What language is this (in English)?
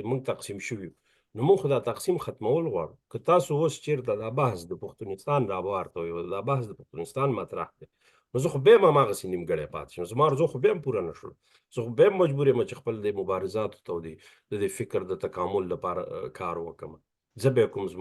Pashto